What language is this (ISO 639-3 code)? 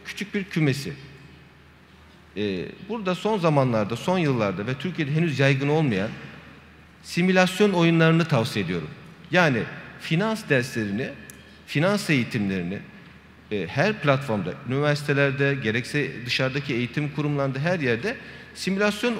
tur